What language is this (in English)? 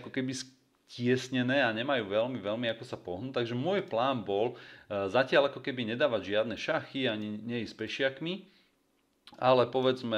Slovak